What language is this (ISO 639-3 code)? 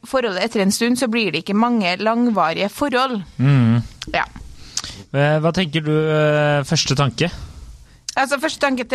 nor